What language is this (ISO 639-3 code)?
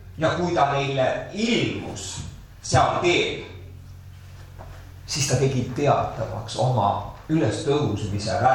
est